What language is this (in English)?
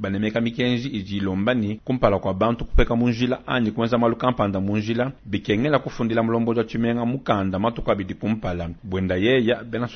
Luba-Lulua